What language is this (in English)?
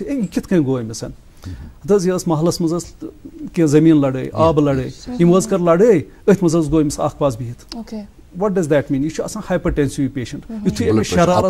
Kashmiri